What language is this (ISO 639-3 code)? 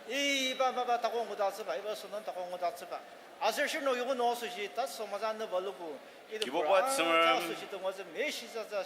njo